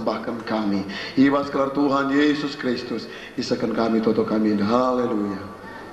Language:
Batak Karo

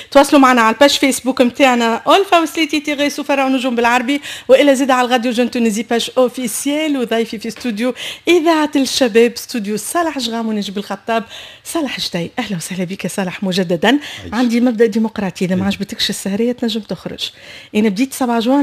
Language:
Tunisian Arabic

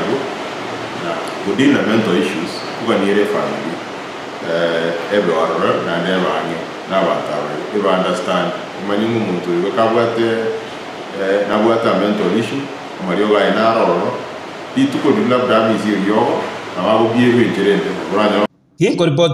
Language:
Gusii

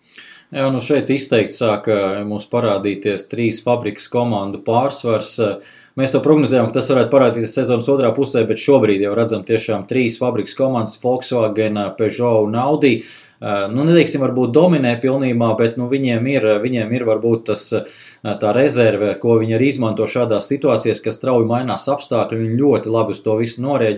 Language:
Latvian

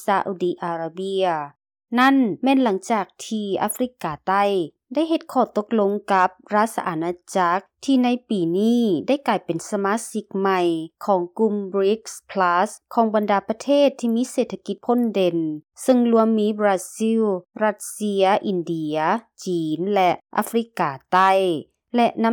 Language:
Lao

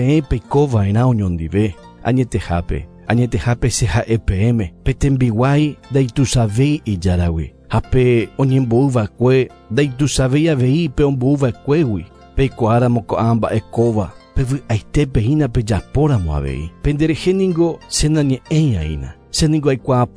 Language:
Guarani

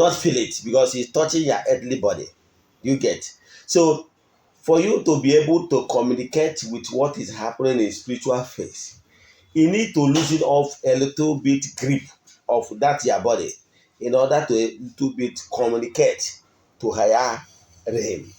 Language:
Igbo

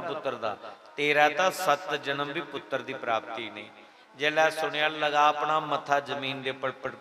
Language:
Dogri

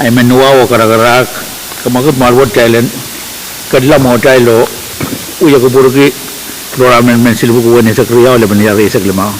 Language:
Pohnpeian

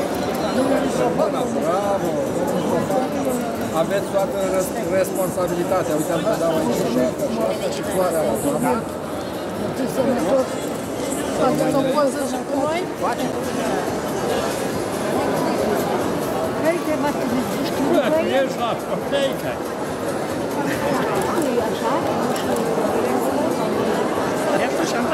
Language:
Romanian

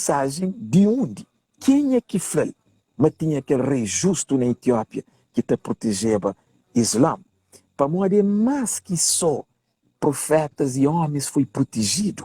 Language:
Kabuverdianu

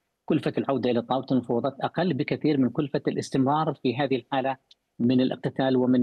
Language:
Arabic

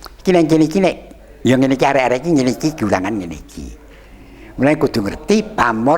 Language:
Javanese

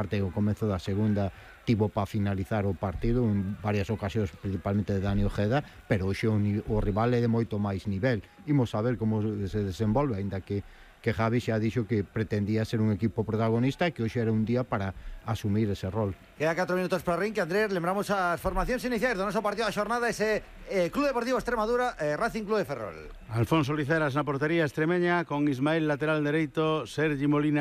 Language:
Galician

